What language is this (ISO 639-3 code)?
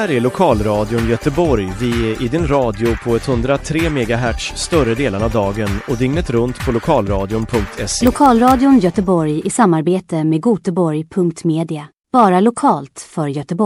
swe